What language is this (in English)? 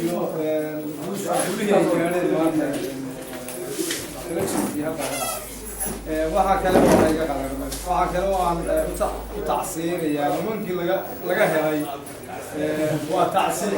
Somali